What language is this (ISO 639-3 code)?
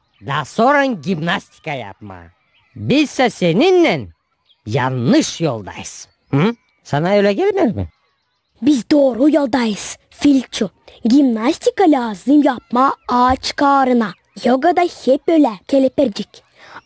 gag